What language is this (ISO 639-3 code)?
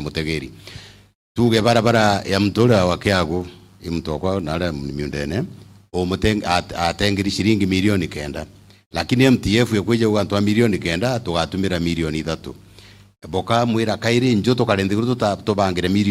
mer